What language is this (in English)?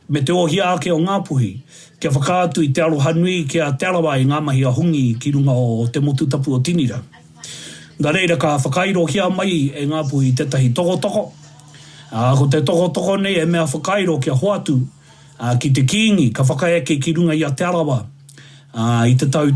Māori